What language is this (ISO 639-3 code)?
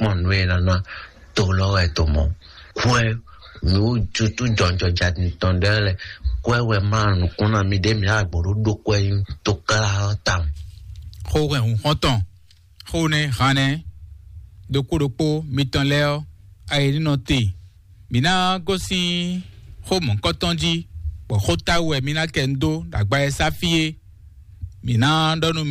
fon